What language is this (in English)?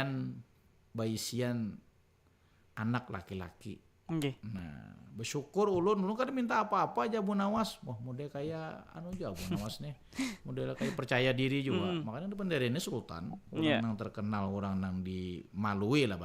Banjar